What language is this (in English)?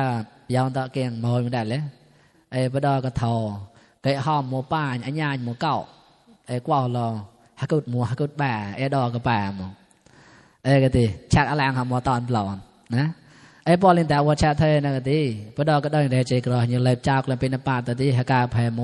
Mon